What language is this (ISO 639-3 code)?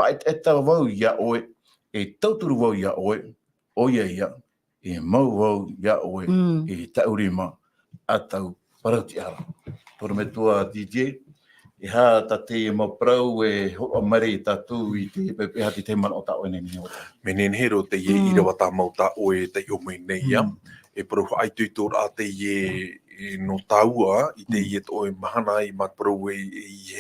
tah